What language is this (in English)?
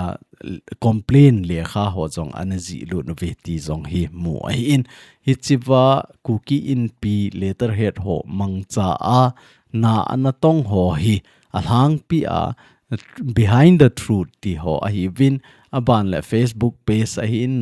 Thado Chin